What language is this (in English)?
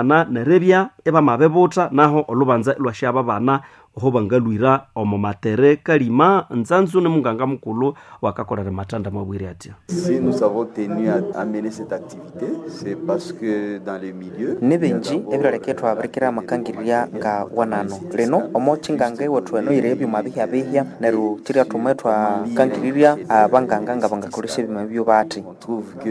Nande